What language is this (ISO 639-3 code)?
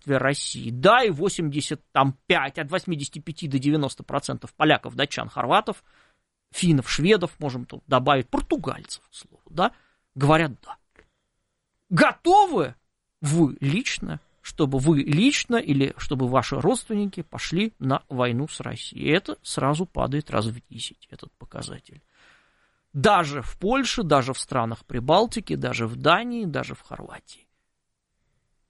rus